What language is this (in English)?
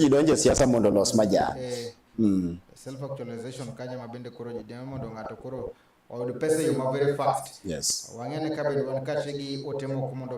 Luo (Kenya and Tanzania)